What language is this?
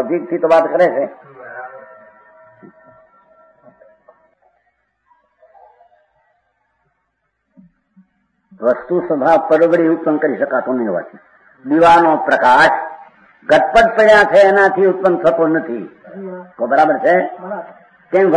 Gujarati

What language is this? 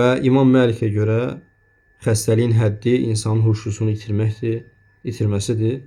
Azerbaijani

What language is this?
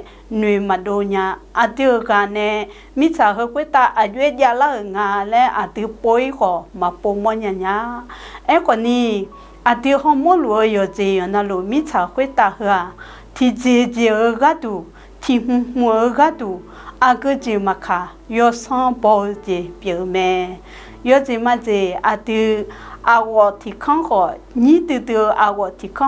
Akha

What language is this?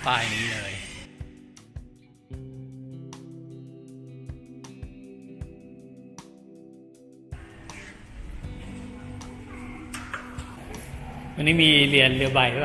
Thai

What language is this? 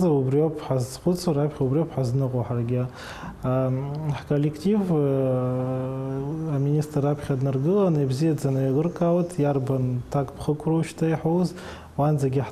Abkhazian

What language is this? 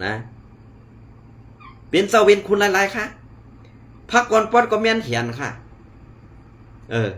Shan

